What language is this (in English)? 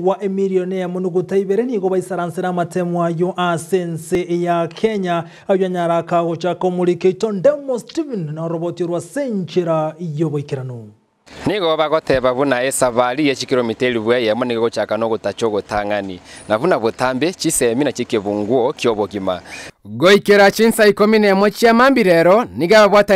Gusii